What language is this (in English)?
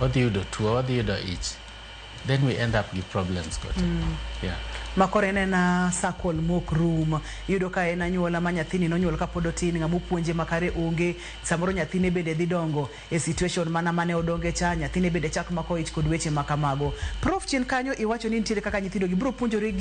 Luo (Kenya and Tanzania)